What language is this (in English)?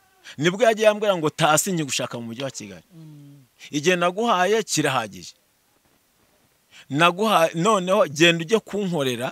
Kinyarwanda